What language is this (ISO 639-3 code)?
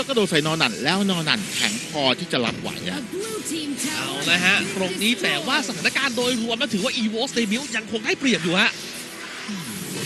tha